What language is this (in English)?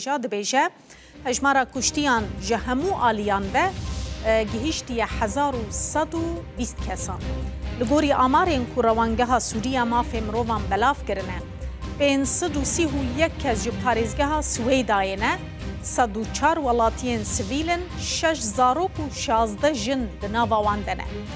Kurdish